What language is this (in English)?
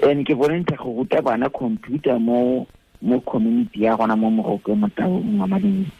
Tswana